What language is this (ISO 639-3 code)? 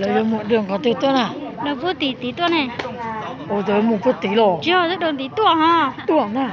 hmn